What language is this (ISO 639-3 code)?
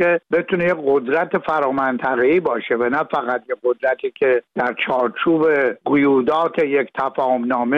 fas